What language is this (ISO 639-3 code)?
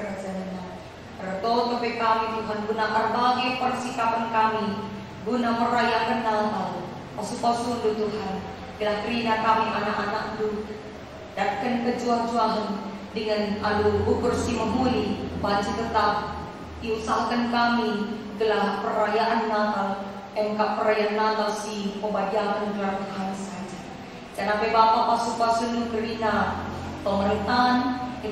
btx